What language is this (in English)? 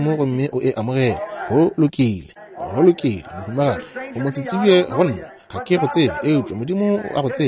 Northern Sotho